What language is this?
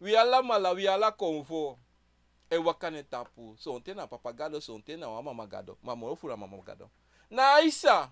Sranan Tongo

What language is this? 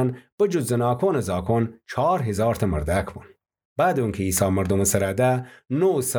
Gilaki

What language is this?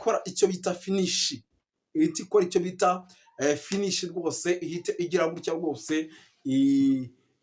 Kinyarwanda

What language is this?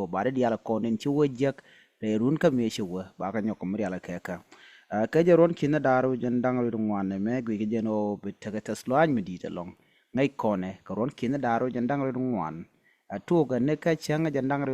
Nuer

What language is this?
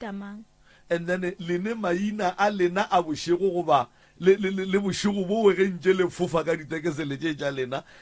Northern Sotho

